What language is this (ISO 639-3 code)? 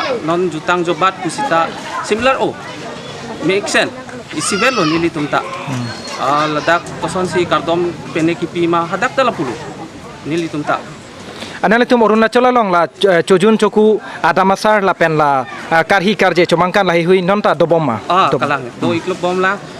mjw